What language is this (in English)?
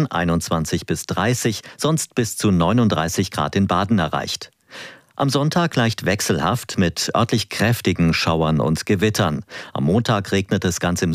German